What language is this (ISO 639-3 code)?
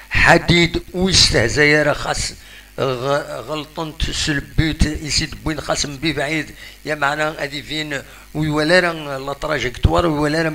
kab